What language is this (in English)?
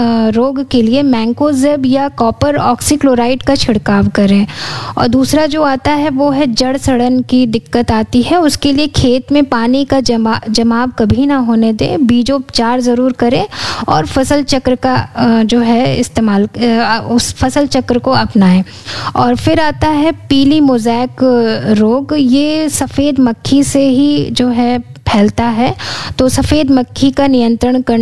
Hindi